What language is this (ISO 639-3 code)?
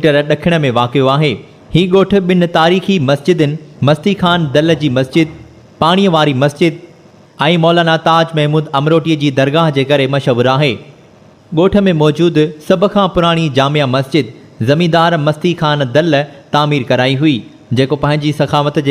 snd